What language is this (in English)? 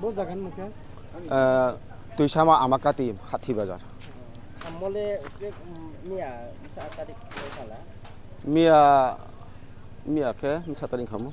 Riang (India)